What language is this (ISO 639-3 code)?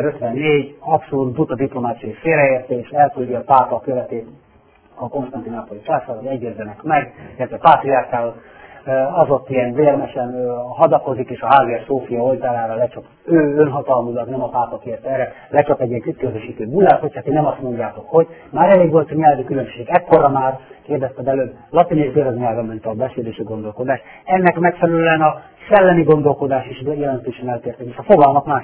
hun